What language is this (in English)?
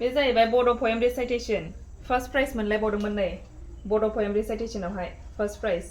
Bodo